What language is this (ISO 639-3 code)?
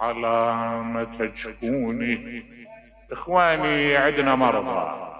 acm